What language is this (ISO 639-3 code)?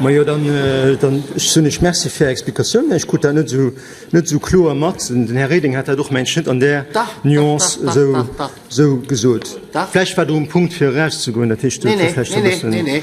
ltz